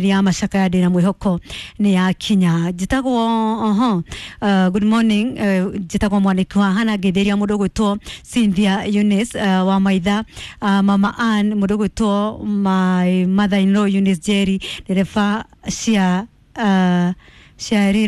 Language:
Kikuyu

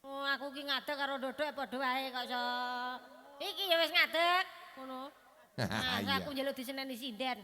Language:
Javanese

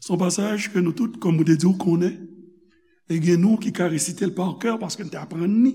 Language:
Haitian Creole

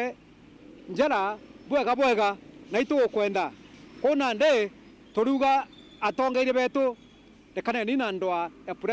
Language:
Meru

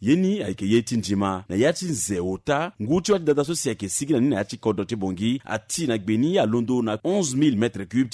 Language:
Sango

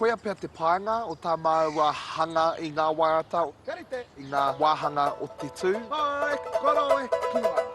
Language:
Māori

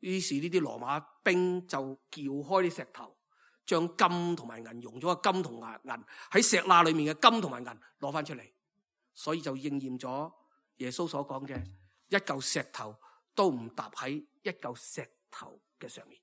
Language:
Cantonese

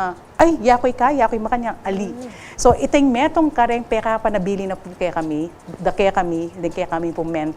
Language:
Pampanga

